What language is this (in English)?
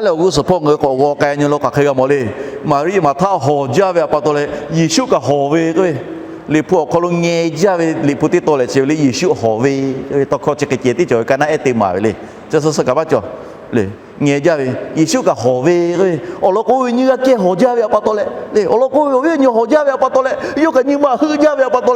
Lahu